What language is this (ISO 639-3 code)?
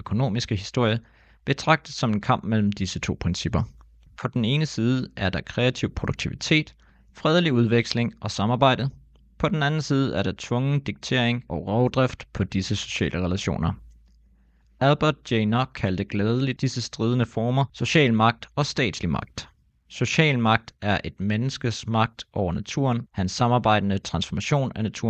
dan